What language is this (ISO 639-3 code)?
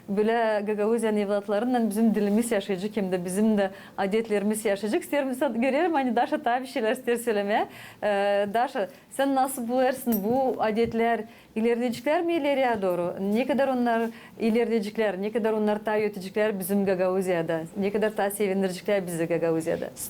gag